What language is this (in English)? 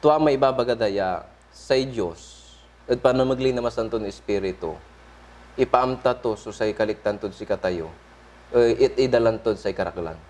Pangasinan